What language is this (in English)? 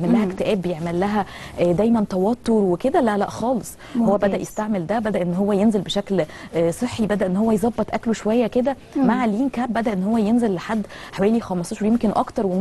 Egyptian Arabic